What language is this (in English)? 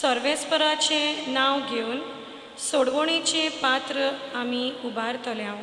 Konkani